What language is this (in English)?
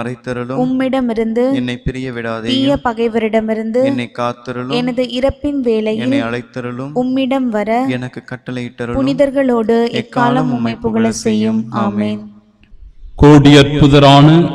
Tamil